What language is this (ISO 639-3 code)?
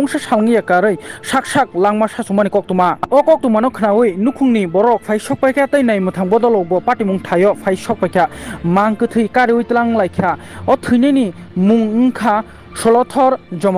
trp